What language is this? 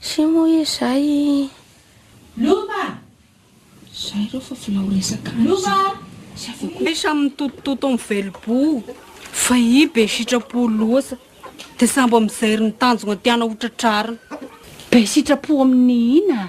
Malagasy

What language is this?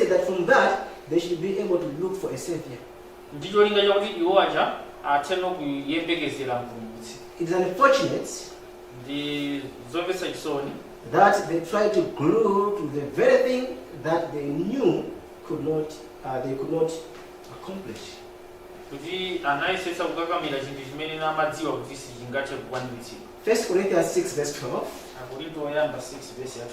Nyanja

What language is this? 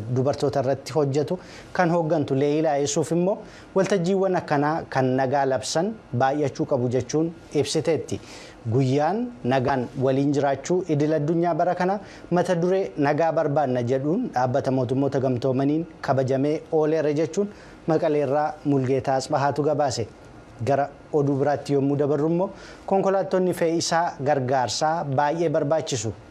Oromo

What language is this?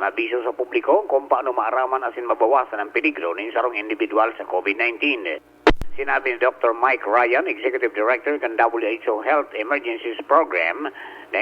Bikol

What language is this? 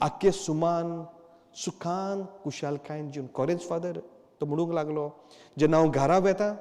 Konkani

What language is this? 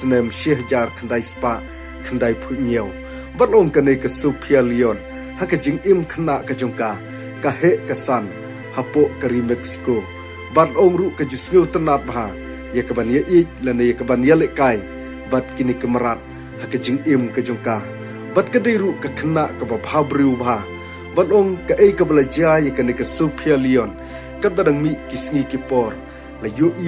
Khasi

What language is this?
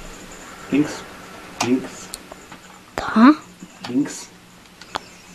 German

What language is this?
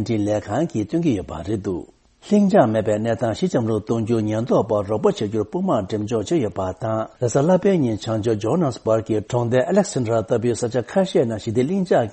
Tibetan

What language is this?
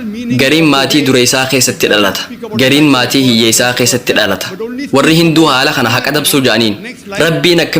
Oromo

